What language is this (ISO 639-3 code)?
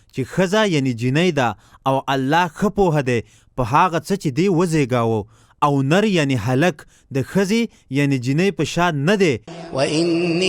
pus